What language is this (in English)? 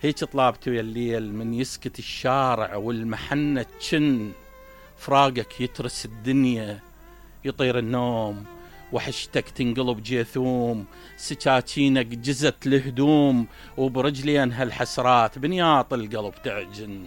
Mesopotamian Arabic